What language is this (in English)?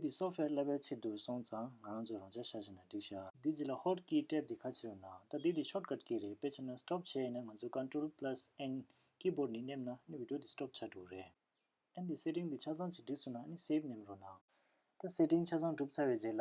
Tibetan